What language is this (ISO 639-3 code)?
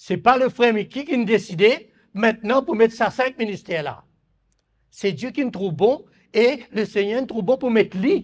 mfe